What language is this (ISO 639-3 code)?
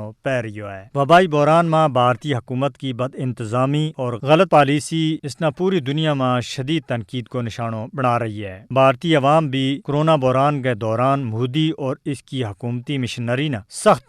gju